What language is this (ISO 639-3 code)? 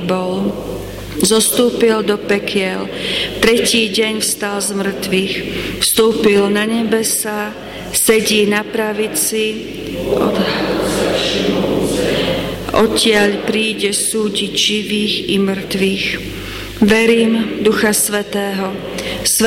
slk